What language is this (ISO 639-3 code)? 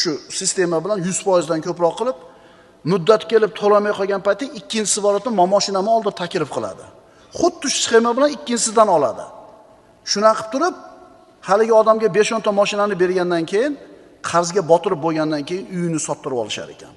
uzb